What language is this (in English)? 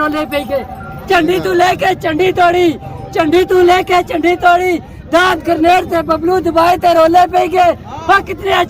Pahari-Potwari